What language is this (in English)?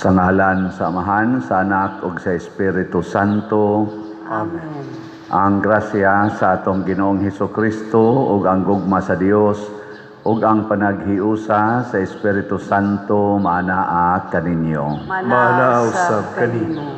Cebuano